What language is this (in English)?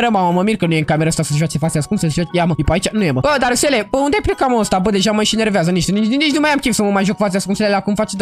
Romanian